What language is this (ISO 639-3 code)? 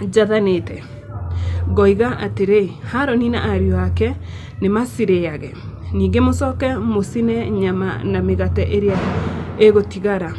kik